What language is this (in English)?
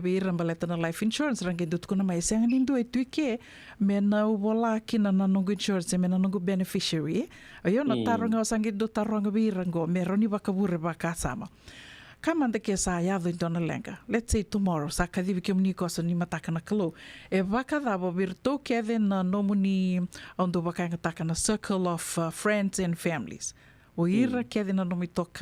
Fijian